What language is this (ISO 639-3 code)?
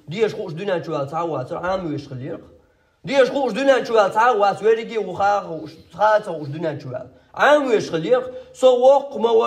che